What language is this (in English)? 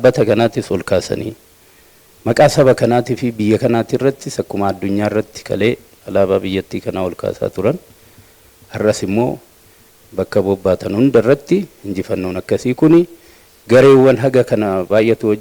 Oromo